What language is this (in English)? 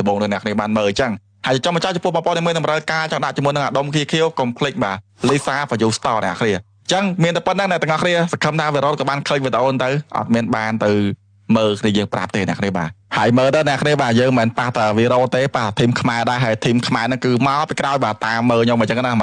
Khmer